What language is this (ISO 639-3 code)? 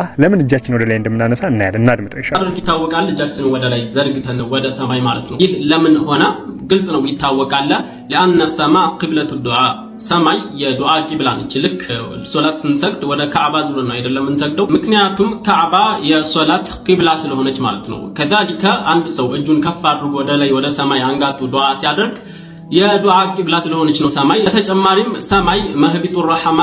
amh